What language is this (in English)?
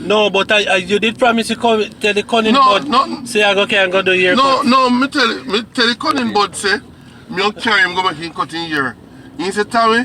Jamaican Creole English